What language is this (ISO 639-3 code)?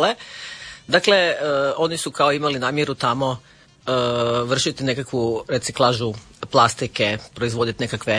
hrv